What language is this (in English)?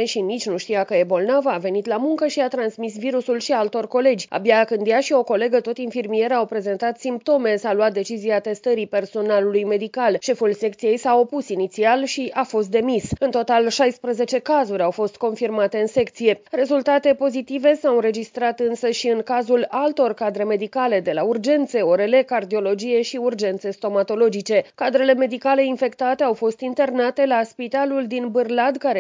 Romanian